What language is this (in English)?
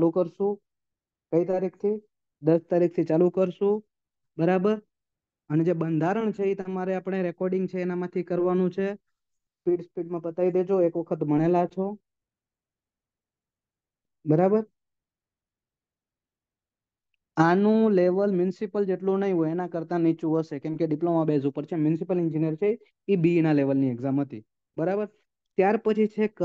Gujarati